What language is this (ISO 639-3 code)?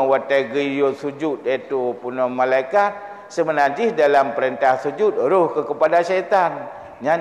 ace